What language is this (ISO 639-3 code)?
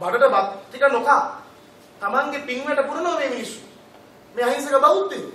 sin